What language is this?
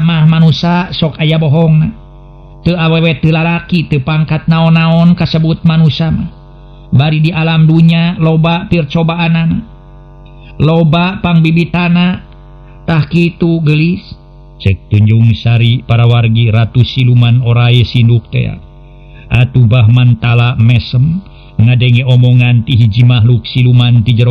Sundanese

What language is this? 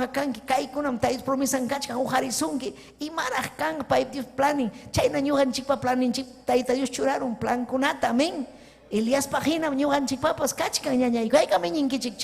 Ayacucho Quechua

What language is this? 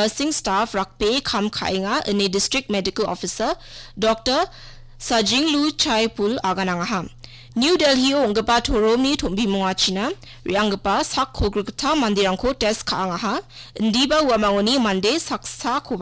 Garo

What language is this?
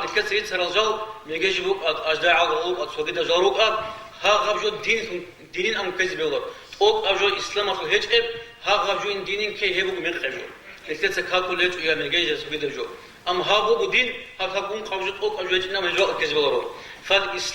Avaric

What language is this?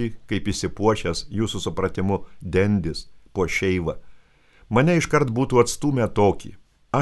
Lithuanian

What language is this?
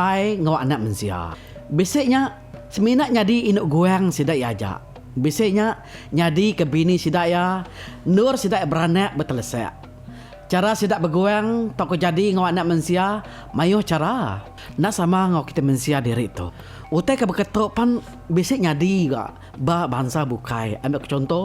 Iban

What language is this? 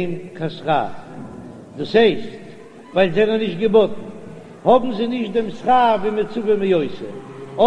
Yiddish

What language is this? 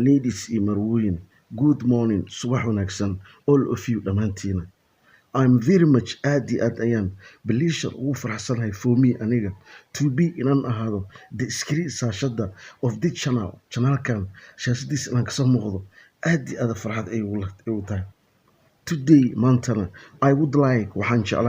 Somali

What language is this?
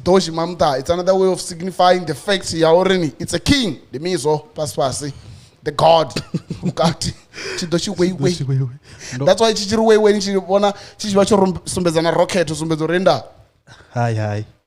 Venda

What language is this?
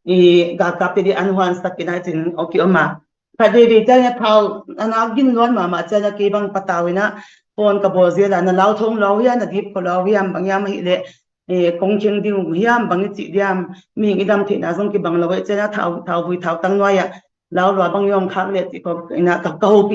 Tedim Chin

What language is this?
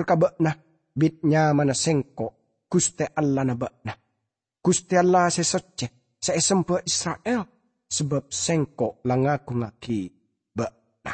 Madurese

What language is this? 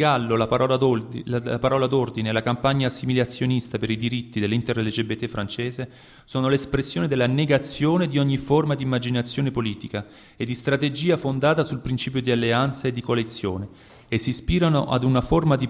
Italian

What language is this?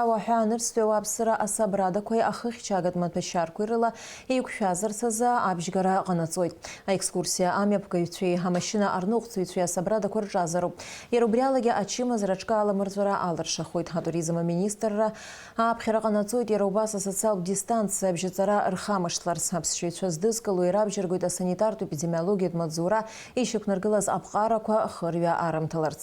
Abkhazian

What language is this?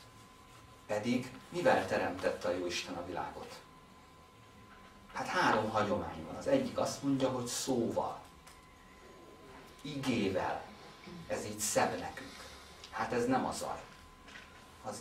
Hungarian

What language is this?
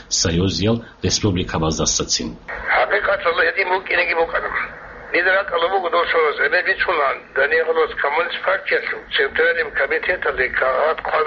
Avaric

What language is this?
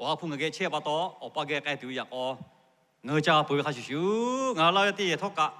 Lahu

